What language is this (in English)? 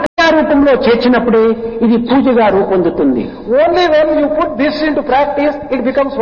Telugu